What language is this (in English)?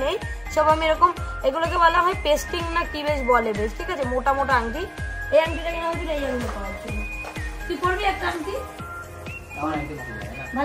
Bangla